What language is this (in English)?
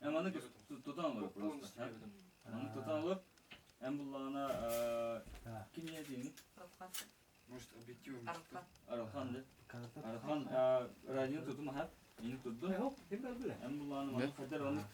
Yakut